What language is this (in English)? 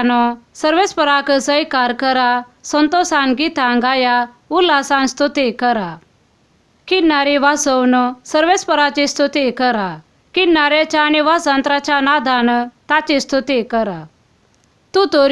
Konkani